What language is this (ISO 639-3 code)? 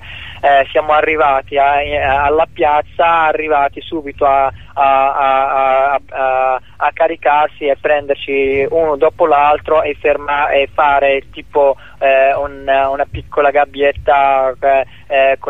ita